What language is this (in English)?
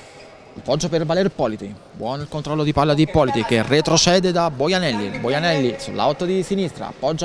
Italian